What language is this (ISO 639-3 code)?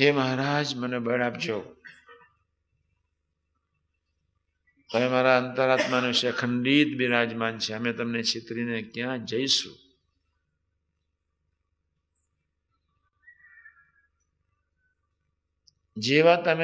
guj